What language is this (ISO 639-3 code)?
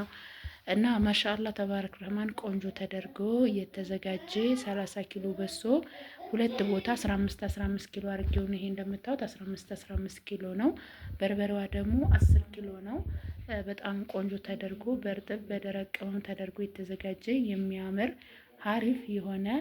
amh